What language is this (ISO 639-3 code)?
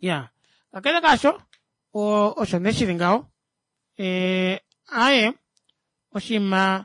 kua